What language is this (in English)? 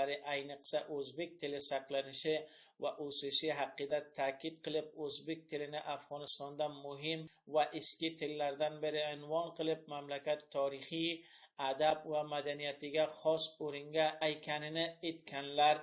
Uzbek